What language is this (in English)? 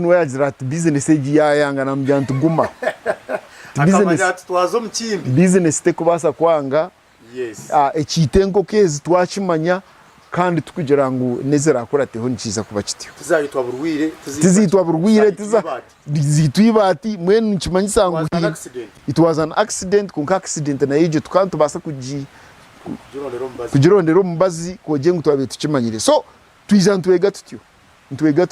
Nyankole